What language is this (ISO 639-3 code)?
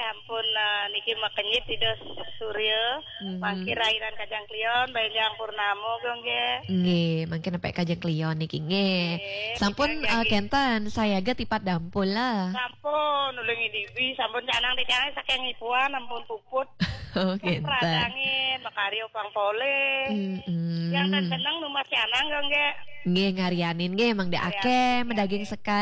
ban